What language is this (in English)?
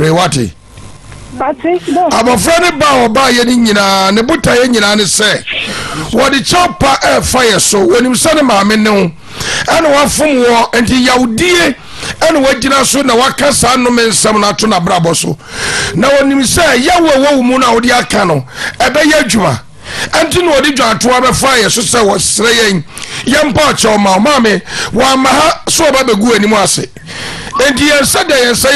Akan